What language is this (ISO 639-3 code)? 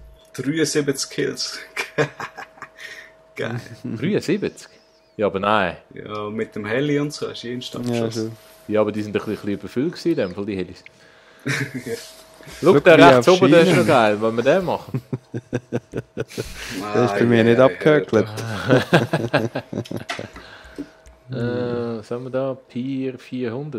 gsw